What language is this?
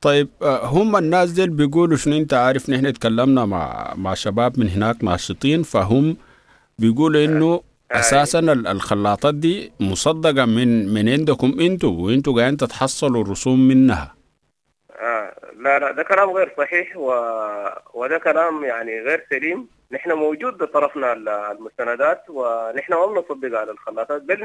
Sudanese Arabic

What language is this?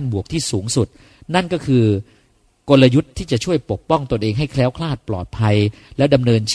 Thai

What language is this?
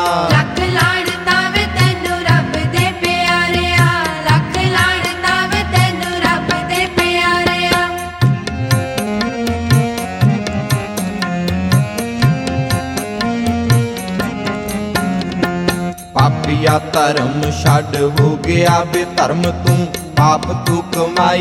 Punjabi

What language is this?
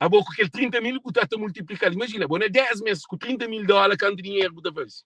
Kabuverdianu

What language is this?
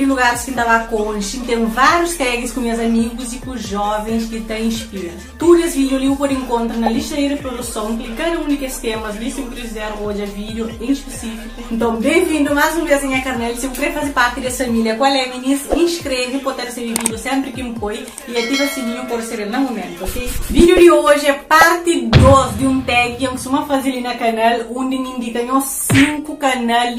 Kabuverdianu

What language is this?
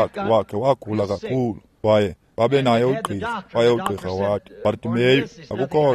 Xhosa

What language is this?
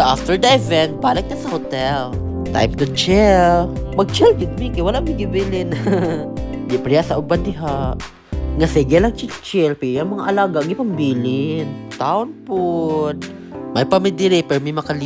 Cebuano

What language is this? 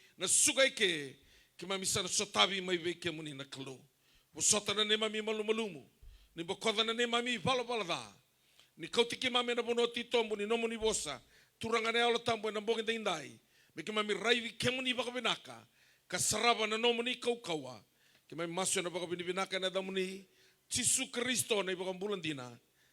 Fijian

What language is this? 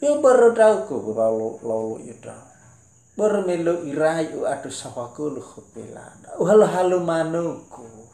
Nias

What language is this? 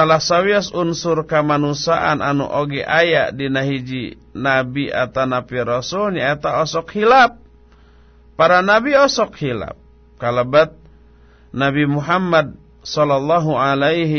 Sundanese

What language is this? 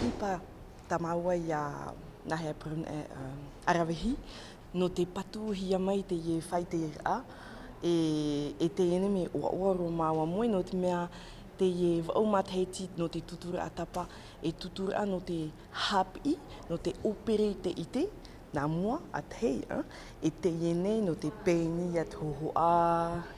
Tahitian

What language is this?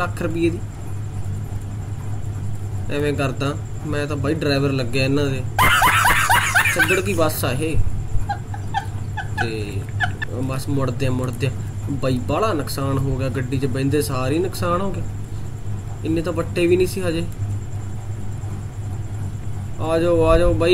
Punjabi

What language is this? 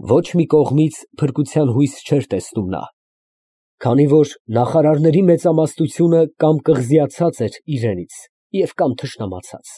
Armenian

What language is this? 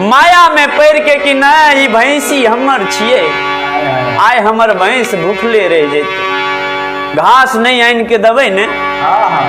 Maithili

